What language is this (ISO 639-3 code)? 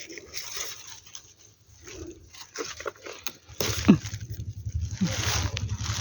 tts